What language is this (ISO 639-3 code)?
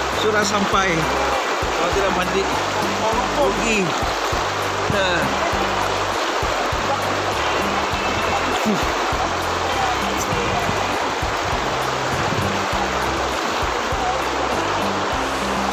msa